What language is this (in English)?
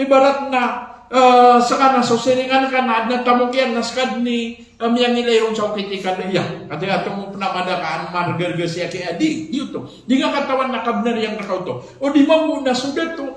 Maranao